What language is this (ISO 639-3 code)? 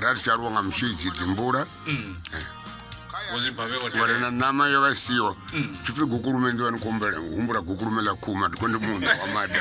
ven